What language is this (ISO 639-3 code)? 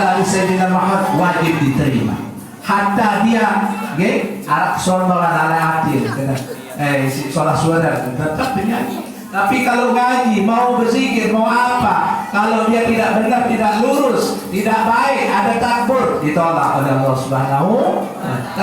sas